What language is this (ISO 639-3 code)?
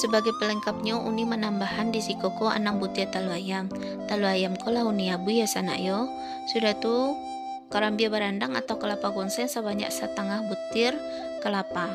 min